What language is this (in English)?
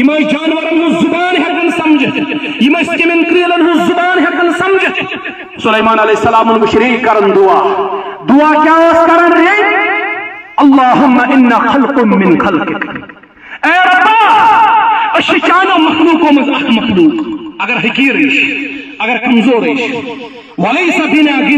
Kashmiri